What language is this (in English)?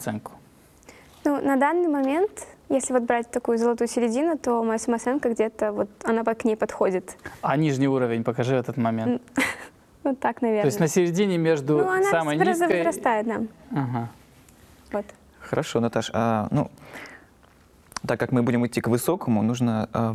Russian